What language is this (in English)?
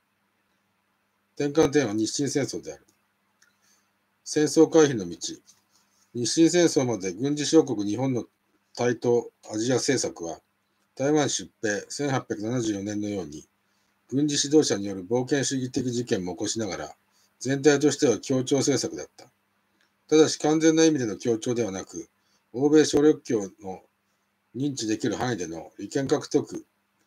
Japanese